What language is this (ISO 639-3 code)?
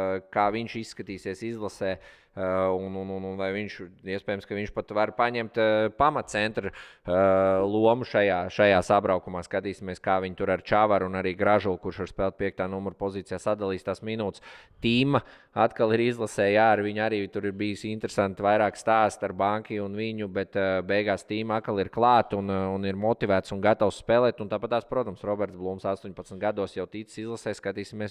lav